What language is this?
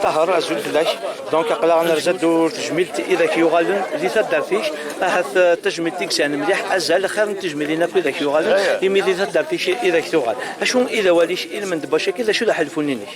Kabyle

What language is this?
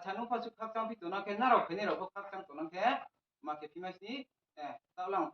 Riang (India)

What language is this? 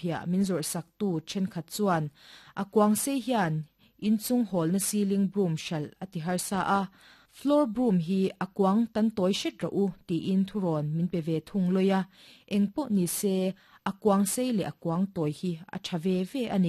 Mizo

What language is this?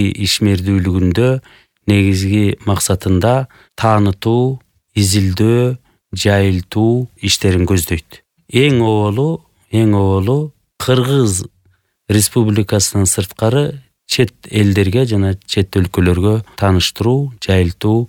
Kyrgyz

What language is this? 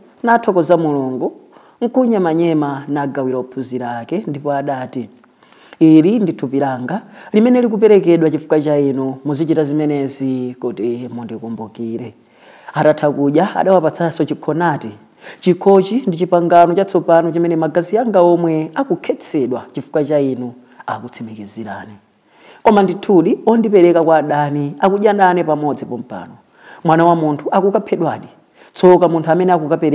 Nyanja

